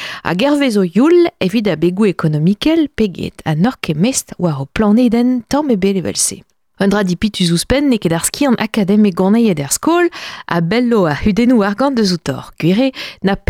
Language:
Breton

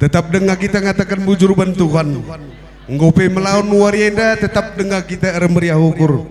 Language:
Batak Karo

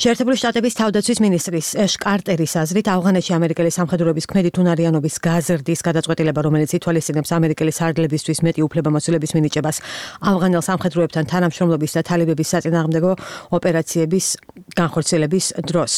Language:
Georgian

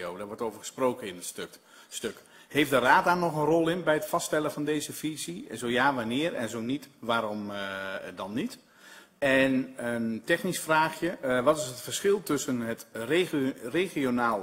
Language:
Dutch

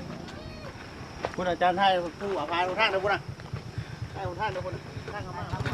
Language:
Lao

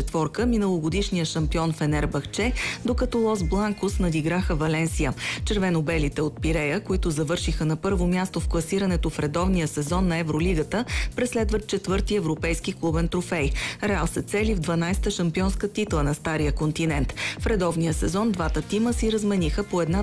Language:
Bulgarian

